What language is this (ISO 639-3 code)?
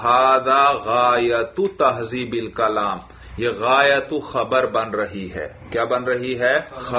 urd